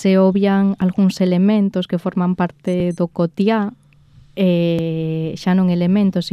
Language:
Galician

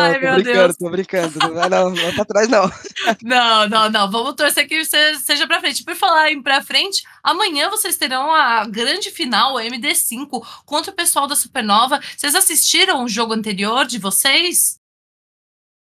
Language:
Portuguese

